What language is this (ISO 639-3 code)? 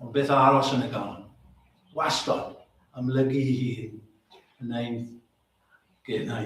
cym